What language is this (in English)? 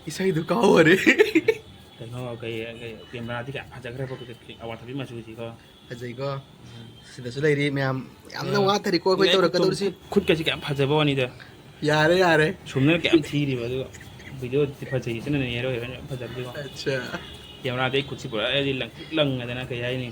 Manipuri